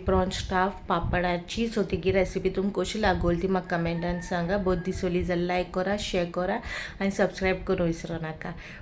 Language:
Konkani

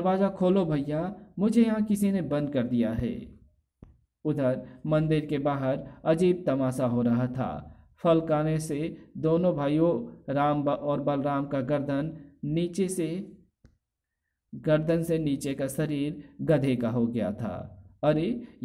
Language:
Hindi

